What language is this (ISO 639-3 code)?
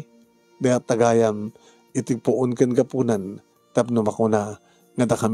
ilo